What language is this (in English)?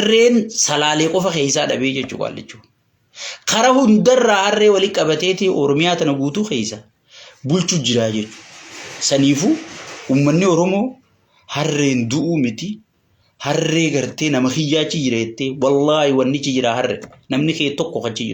Oromo